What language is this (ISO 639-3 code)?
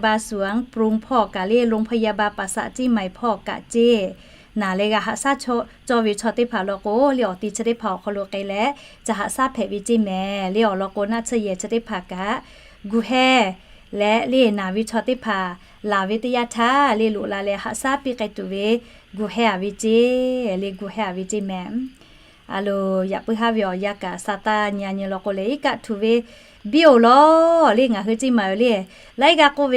lhu